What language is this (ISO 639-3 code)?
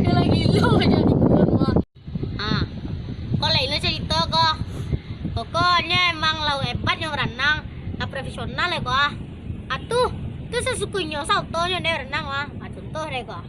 min